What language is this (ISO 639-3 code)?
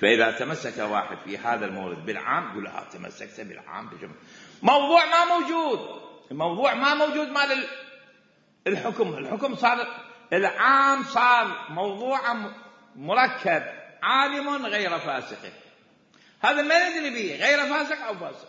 acm